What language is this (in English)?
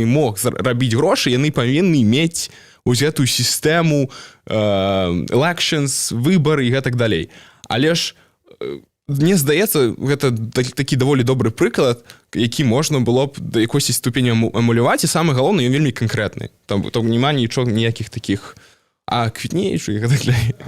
Belarusian